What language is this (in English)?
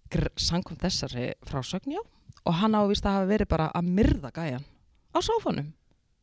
Icelandic